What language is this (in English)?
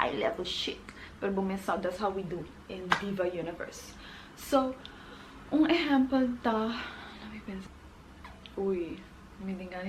Papiamento